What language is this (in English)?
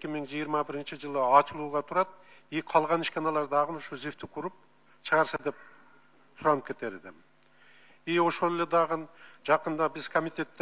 Kyrgyz